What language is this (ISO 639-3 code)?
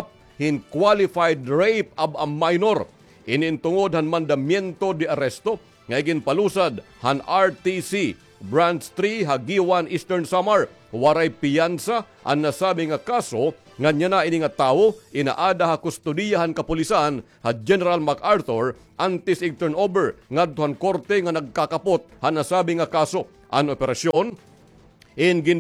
war